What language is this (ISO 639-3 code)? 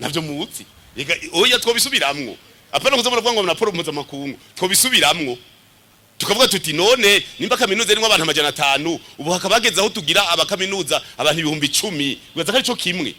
run